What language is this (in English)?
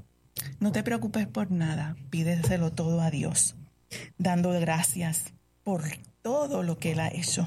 Spanish